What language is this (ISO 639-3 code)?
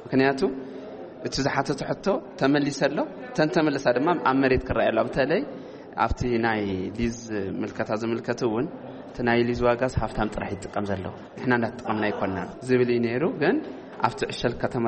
tir